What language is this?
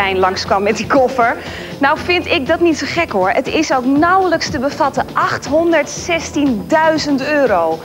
Dutch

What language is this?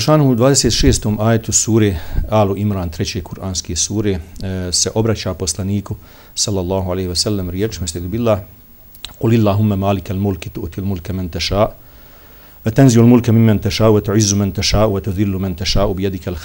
Bosnian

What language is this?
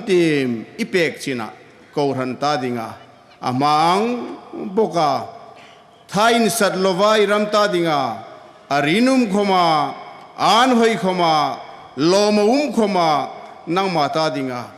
Hmar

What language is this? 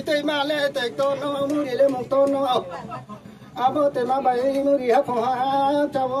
Riang (India)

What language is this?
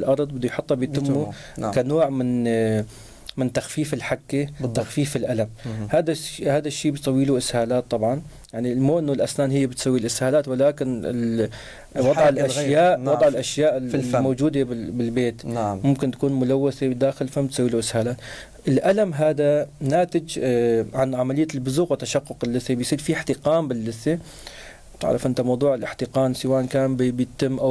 North Levantine Arabic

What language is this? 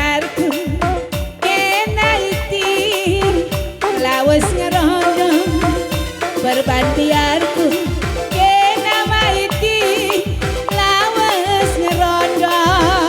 Batak Karo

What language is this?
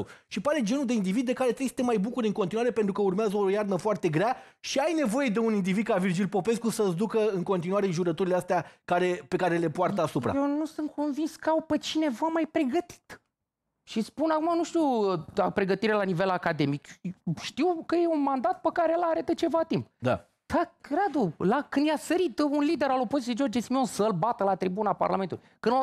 Romanian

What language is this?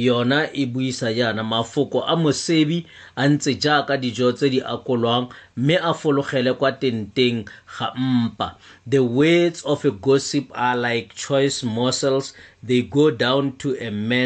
Tswana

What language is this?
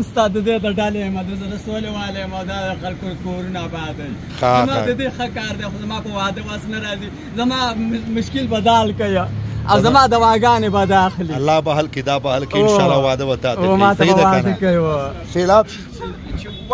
Pashto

